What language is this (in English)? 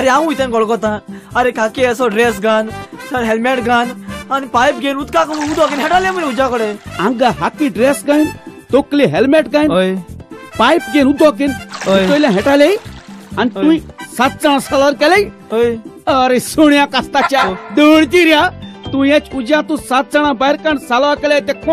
Konkani